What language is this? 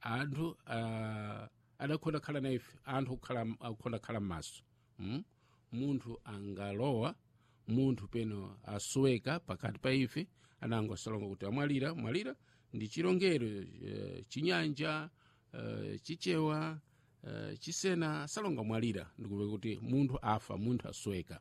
Sena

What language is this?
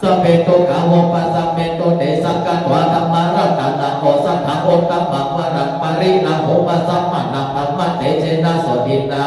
Pali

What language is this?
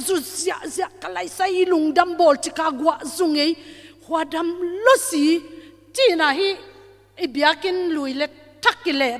Tedim Chin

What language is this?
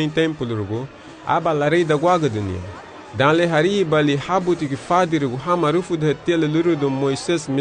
Garifuna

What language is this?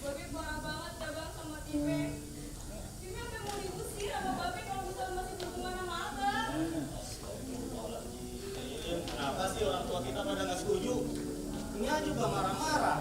Betawi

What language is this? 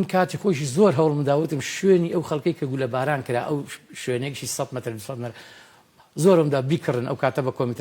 Central Kurdish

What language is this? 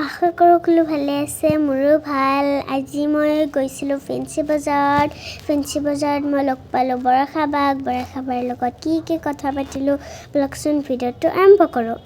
Assamese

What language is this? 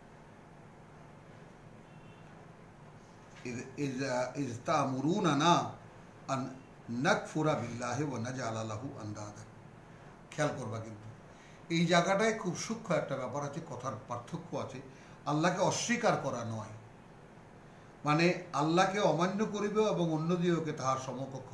Bangla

